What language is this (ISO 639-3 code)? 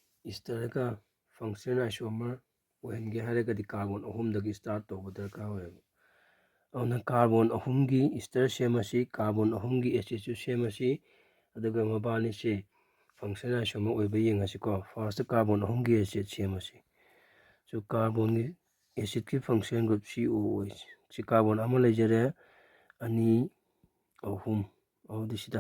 mni